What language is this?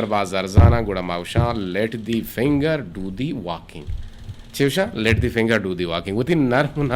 Eastern Balochi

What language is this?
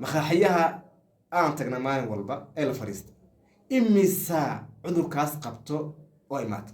Somali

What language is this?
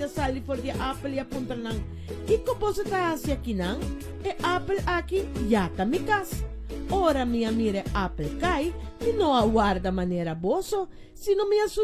Papiamento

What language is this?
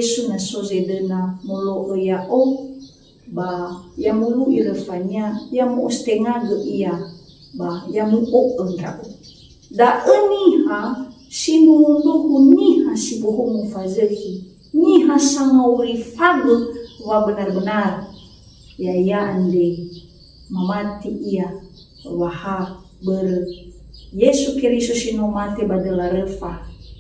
Nias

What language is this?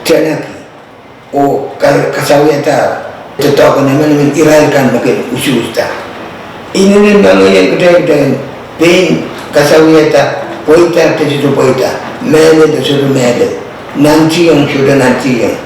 Pohnpeian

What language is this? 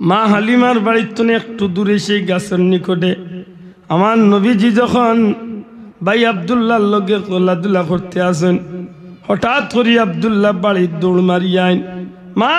Sylheti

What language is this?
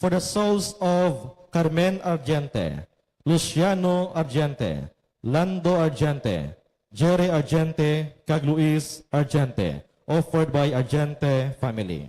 Hiligaynon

